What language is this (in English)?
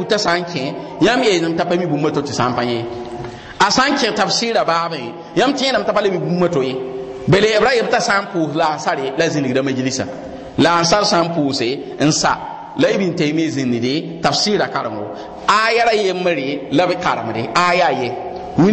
Mossi